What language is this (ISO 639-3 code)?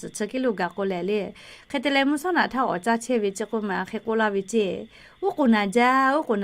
lhu